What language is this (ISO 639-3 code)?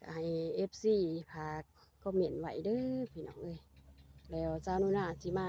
lao